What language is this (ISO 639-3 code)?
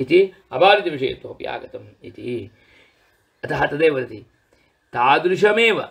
san